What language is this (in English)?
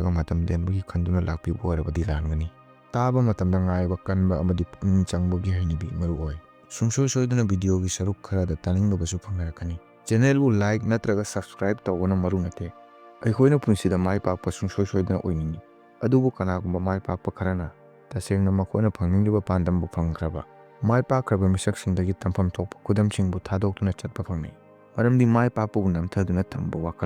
Manipuri